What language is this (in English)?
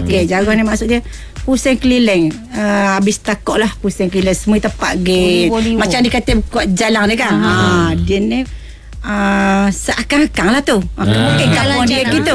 Malay